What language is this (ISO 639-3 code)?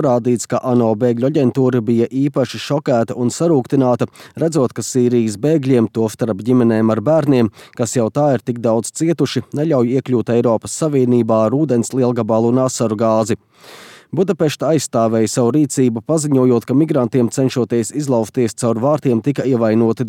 lav